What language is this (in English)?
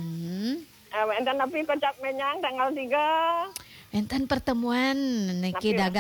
Balinese